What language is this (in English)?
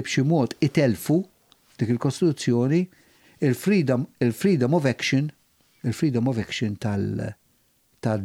Maltese